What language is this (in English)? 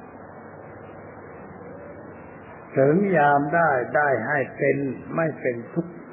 Thai